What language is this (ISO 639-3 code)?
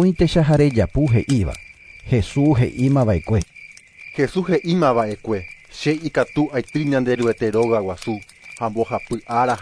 grn